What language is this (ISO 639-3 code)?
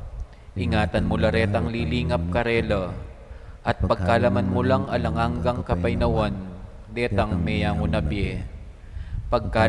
pam